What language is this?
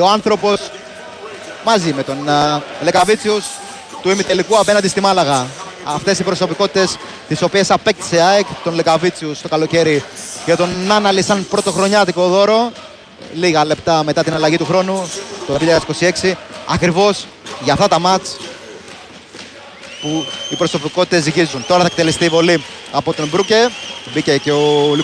Greek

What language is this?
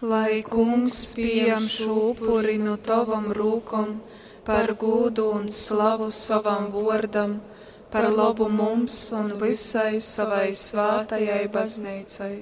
Latgalian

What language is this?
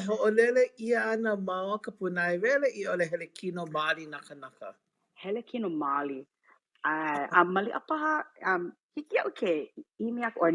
Hawaiian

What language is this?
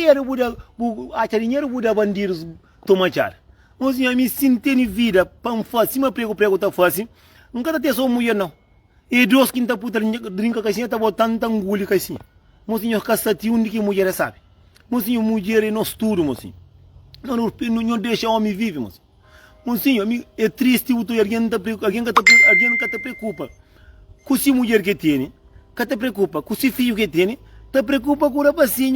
Kabuverdianu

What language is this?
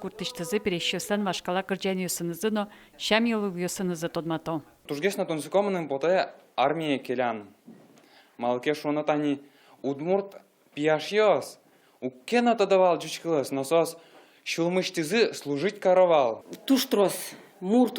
Udmurt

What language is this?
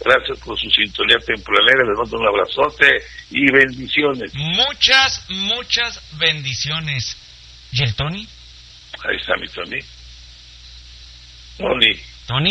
Spanish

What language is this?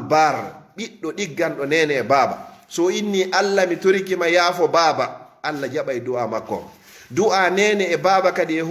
Fula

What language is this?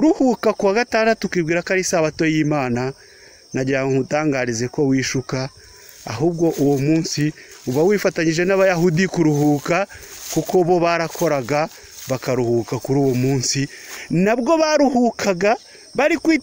Kinyarwanda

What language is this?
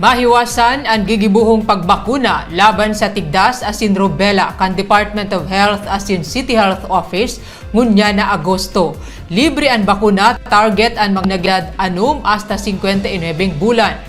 Bikol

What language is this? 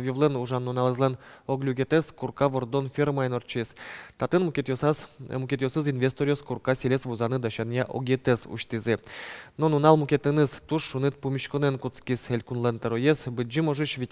Udmurt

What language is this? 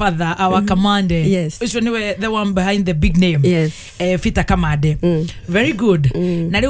Kikuyu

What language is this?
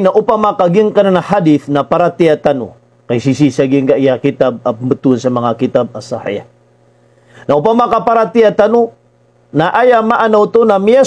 Maranao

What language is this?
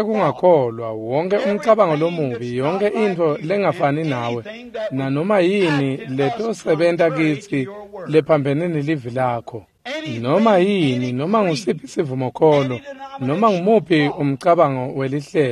Swati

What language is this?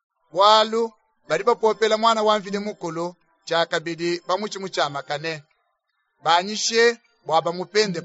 Luba-Lulua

